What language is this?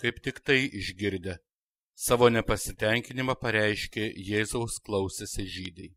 Lithuanian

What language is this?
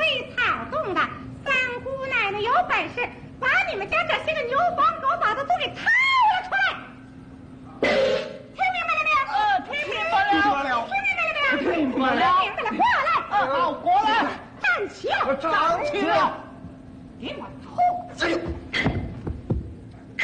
Chinese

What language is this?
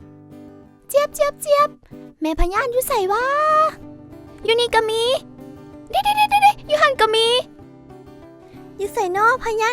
Lao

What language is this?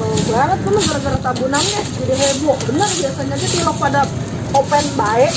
Betawi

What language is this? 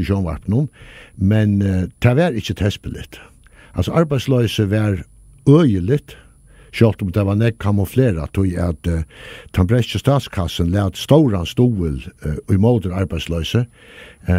Faroese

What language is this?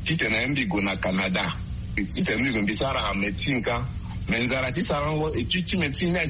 Sango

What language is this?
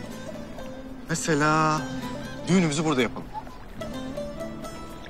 Turkish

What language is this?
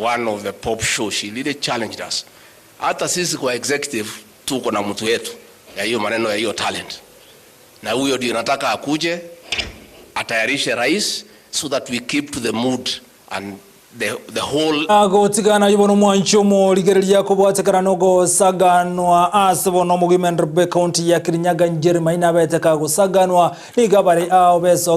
Gusii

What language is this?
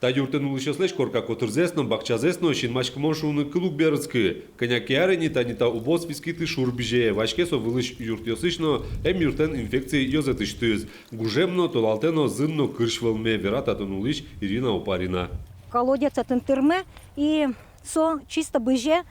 Udmurt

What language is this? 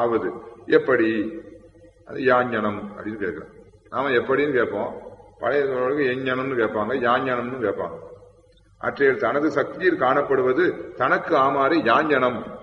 Tamil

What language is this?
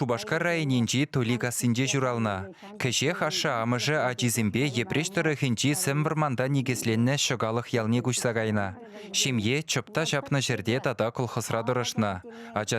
Chuvash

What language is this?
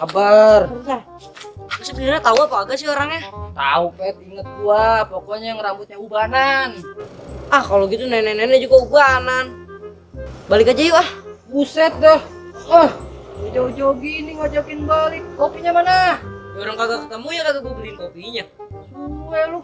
Betawi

